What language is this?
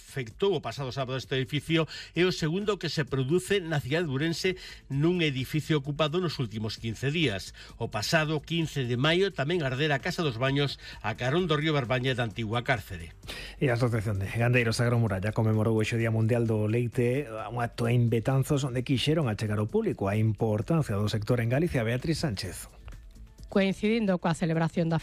Galician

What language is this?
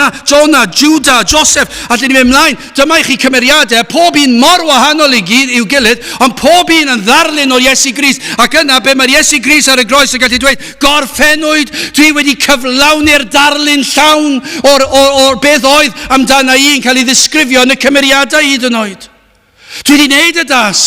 Welsh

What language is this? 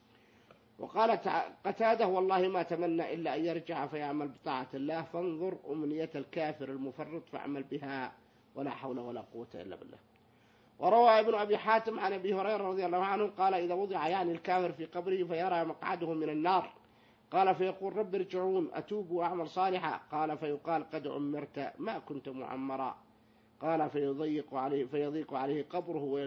Arabic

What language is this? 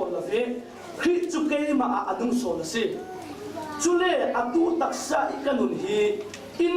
Falam Chin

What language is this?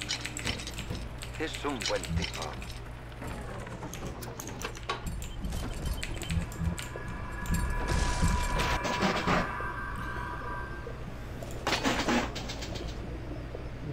Spanish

